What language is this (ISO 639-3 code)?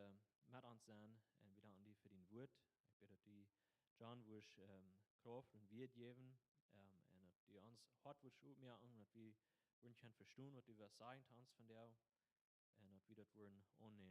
pdt